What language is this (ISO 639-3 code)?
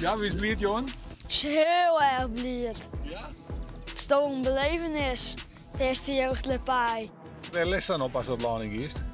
fry